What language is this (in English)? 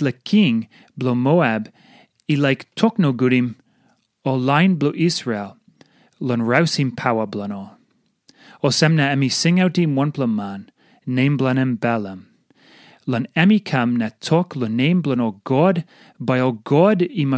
Tok Pisin